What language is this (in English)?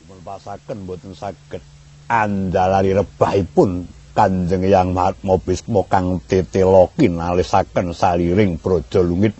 Javanese